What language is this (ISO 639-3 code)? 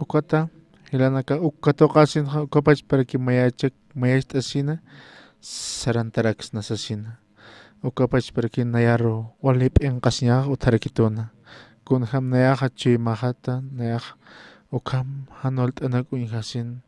aym